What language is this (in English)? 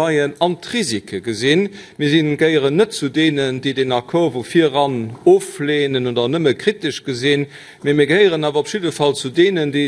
Luxembourgish